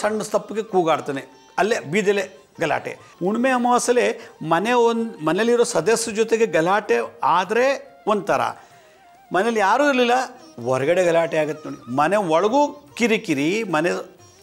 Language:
Kannada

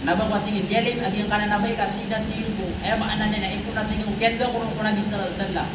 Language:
Maranao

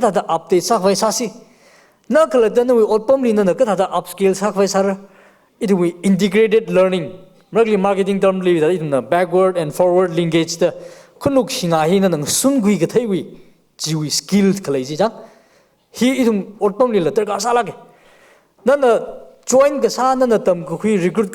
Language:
Tangkhul Naga (India)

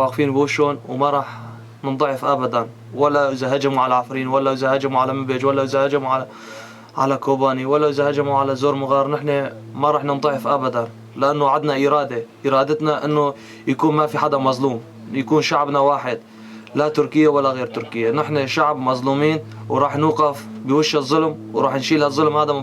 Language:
Kurdish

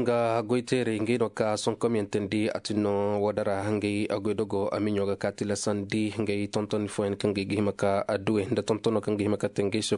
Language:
Koyraboro Senni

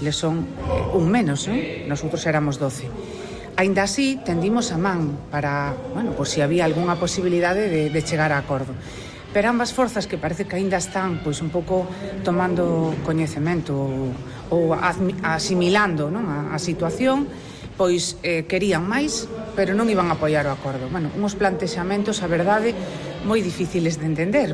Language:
Galician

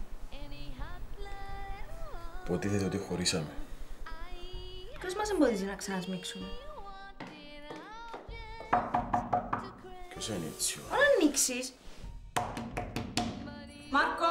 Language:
Greek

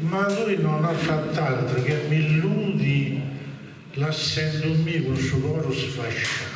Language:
Sardinian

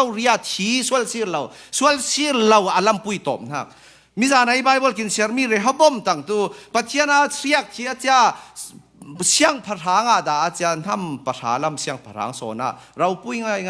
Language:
Falam Chin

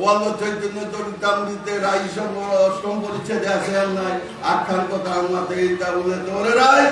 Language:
Bishnupriya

